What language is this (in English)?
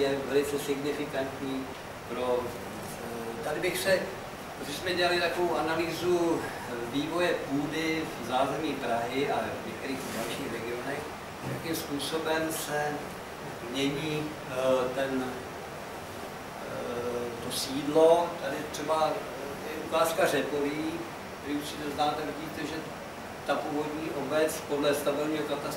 Czech